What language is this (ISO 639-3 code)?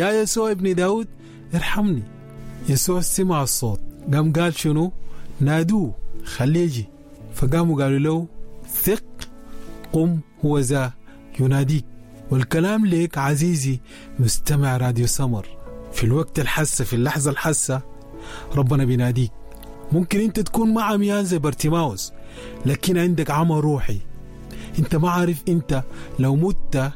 apd